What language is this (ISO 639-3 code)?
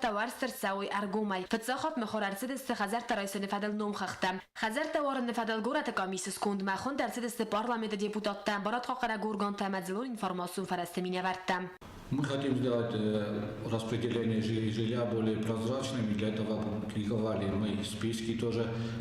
oss